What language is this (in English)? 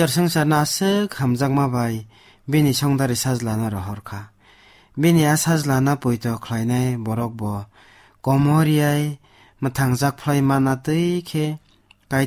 Kok Borok